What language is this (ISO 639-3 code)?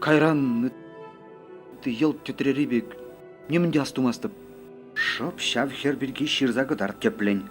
chv